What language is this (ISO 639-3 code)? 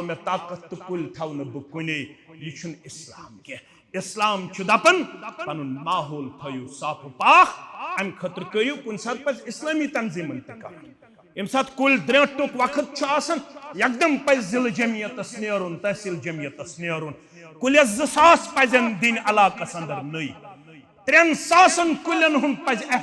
kas